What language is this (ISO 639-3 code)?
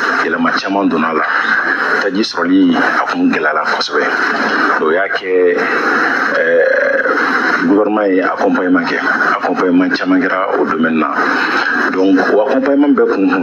bam